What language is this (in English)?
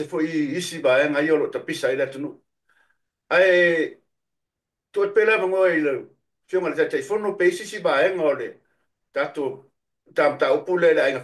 Samoan